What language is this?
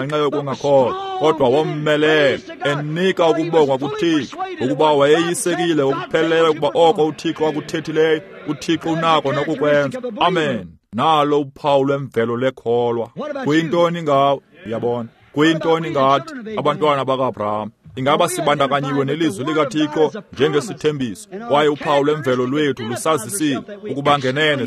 Xhosa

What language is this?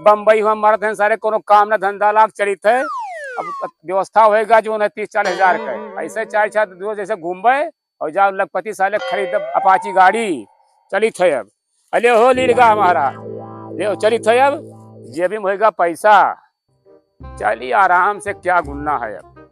Awadhi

